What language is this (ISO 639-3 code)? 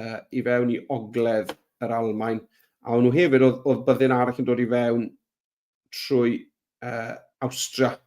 cym